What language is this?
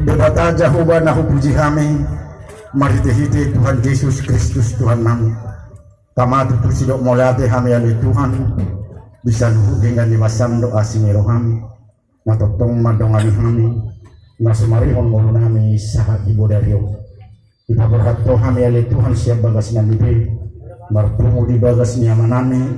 Batak Toba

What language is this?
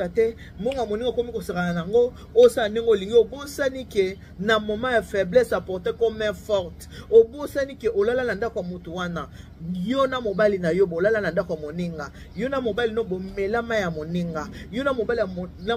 Lingala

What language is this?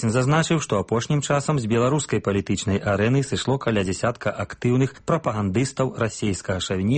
Belarusian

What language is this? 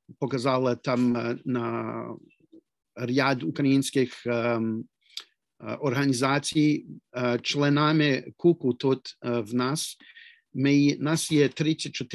Ukrainian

